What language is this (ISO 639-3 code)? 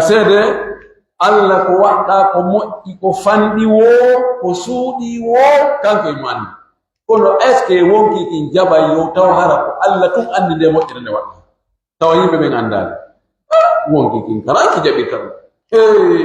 fuf